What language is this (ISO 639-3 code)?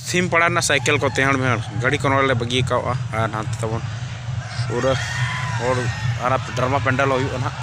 sat